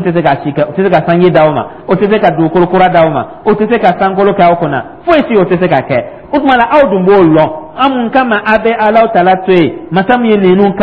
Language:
Dyula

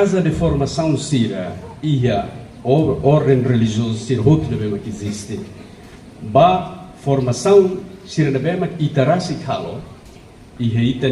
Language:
Tetum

